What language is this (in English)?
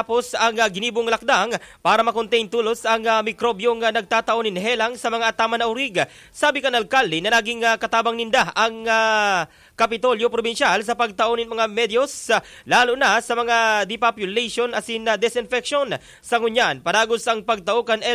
Bikol